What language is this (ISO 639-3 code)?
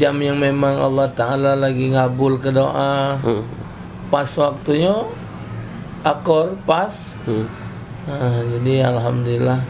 mui